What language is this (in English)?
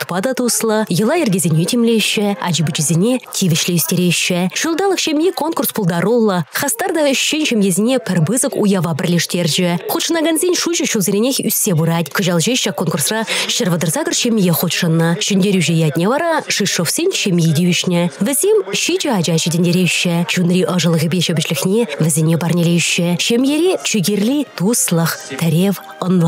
Chuvash